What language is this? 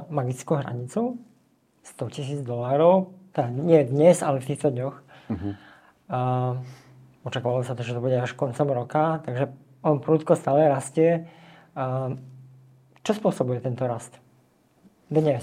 Slovak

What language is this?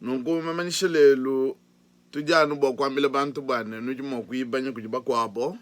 Luba-Lulua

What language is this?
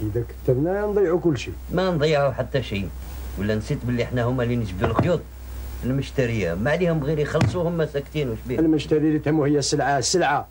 Algerian Arabic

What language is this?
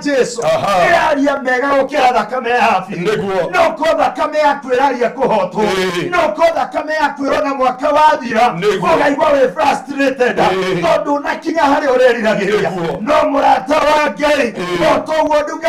Kikuyu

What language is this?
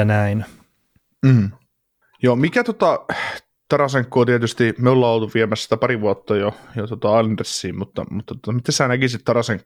Finnish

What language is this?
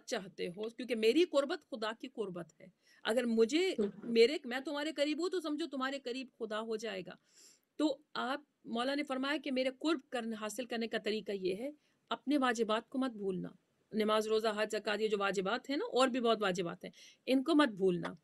Urdu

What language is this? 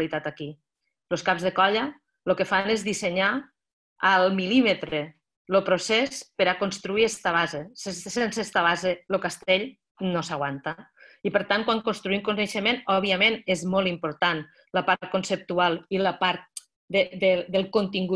Catalan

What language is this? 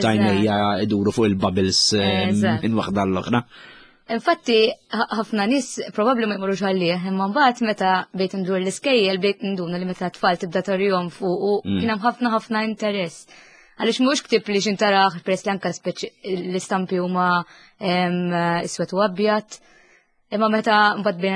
Maltese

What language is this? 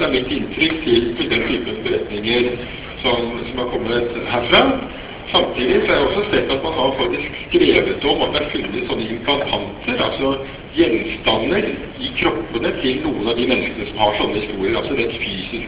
Norwegian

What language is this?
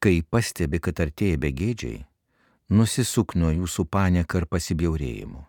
Lithuanian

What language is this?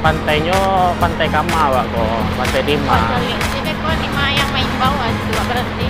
Minangkabau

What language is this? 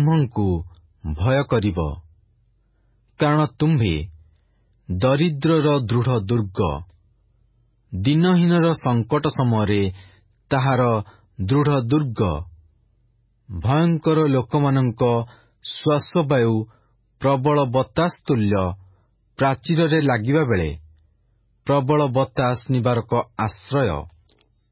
Odia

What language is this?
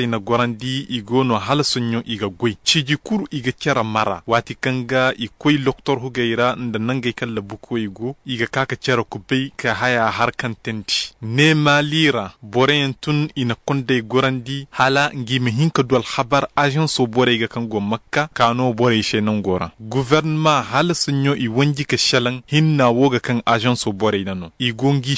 Zarma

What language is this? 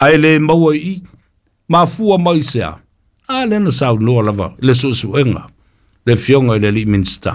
Samoan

